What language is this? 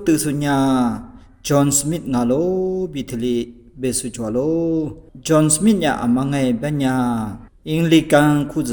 Lisu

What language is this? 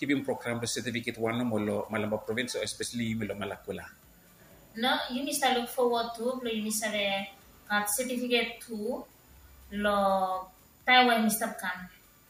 Bislama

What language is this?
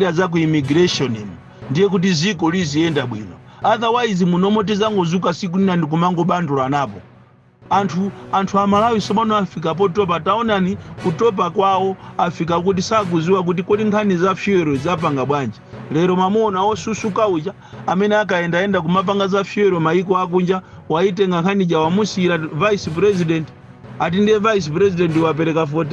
Nyanja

